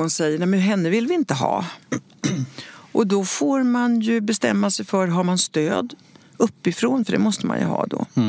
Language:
Swedish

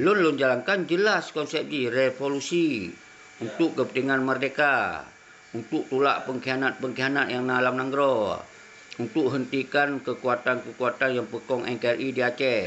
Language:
Achinese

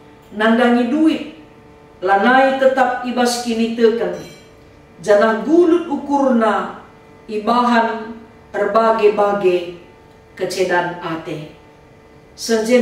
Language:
Batak Karo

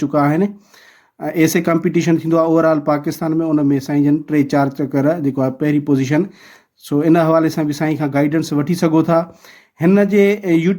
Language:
Sindhi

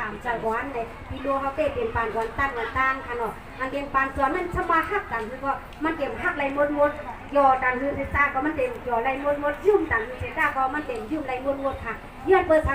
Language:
Shan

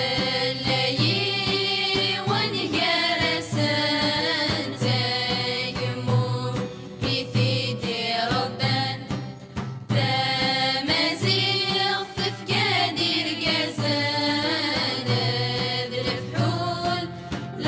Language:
Kabyle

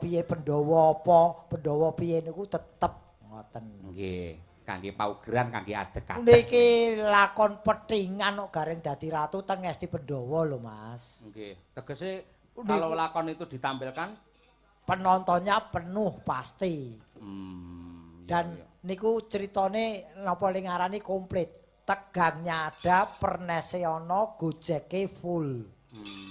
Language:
Javanese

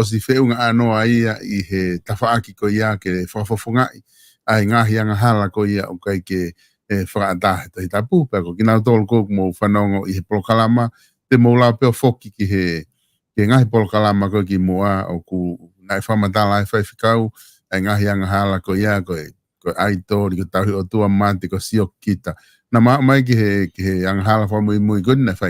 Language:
Tongan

